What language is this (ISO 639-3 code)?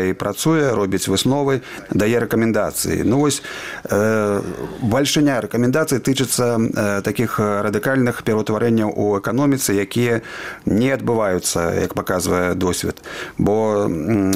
bel